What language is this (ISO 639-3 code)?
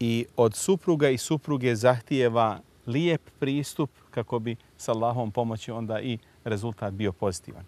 bos